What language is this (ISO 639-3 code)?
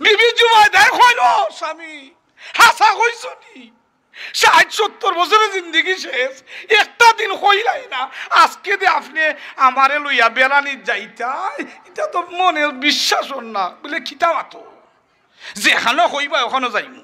syl